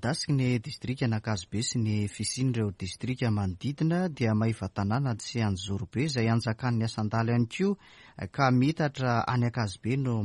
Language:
Malagasy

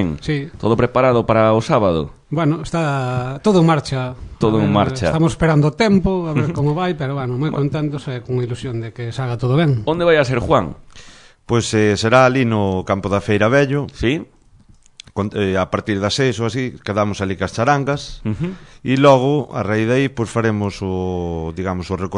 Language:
Galician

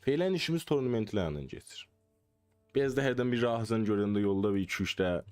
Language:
South Azerbaijani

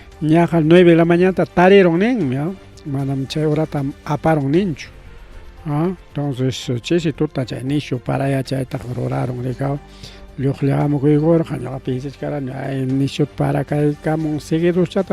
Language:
Ayacucho Quechua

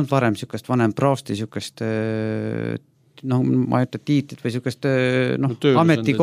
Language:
Estonian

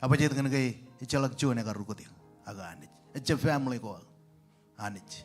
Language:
Marshallese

